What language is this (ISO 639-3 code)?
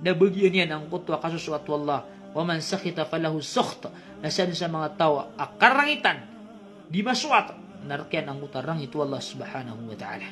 mrw